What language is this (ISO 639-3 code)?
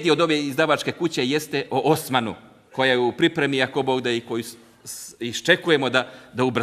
bos